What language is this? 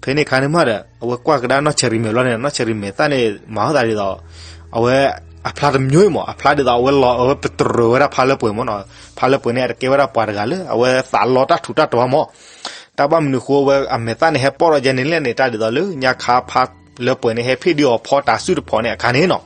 S'gaw Karen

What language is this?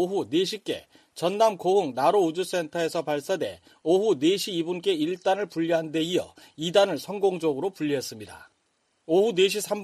Korean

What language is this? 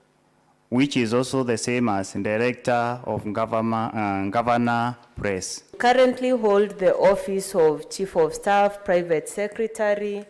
Kamba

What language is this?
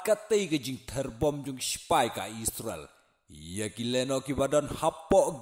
Khasi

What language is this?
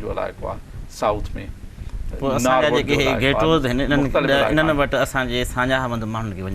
Sindhi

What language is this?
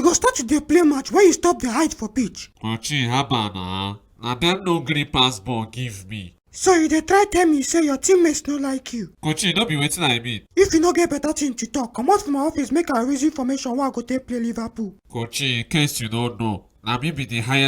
Nigerian Pidgin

